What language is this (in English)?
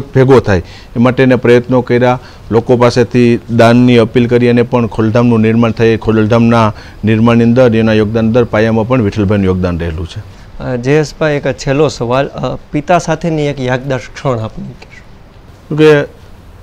Gujarati